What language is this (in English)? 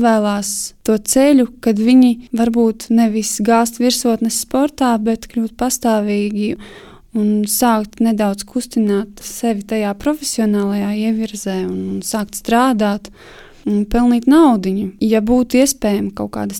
Latvian